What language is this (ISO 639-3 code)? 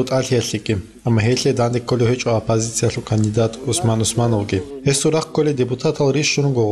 ava